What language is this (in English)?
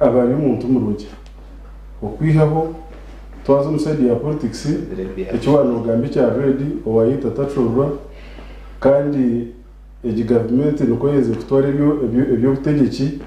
Nyankole